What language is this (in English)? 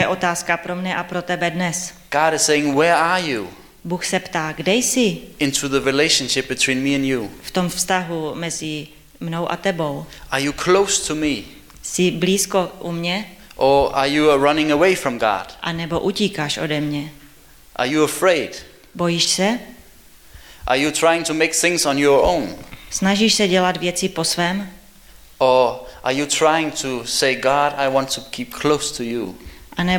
Czech